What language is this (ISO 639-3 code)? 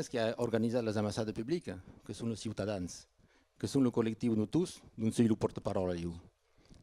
oci